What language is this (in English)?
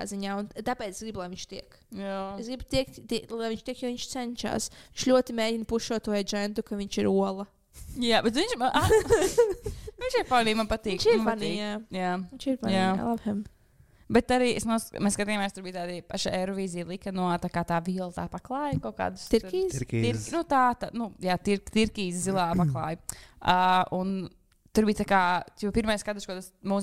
Latvian